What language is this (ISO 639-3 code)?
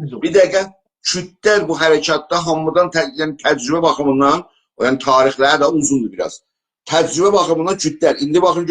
azb